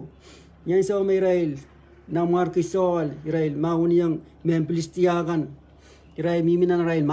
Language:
Pohnpeian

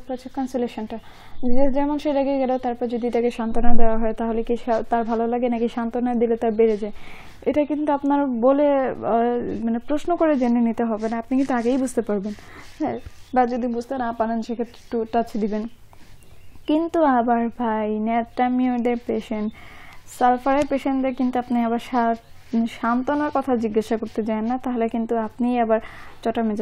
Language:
Bangla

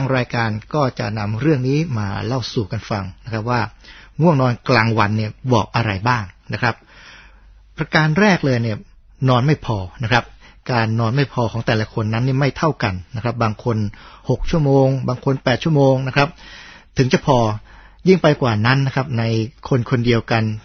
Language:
Thai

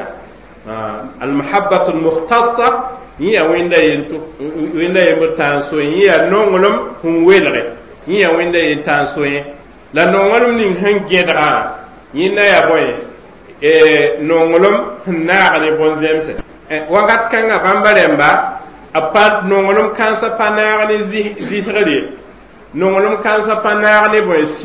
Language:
Mossi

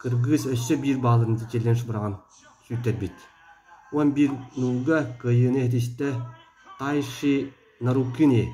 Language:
Yakut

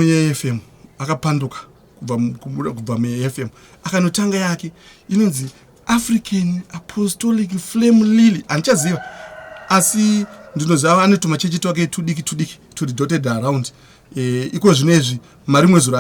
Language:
Shona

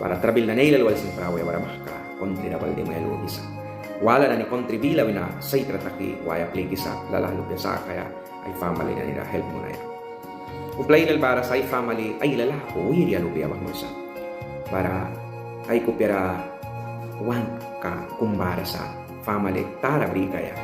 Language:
Mískito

